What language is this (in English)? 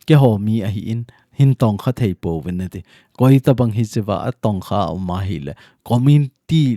Thado Chin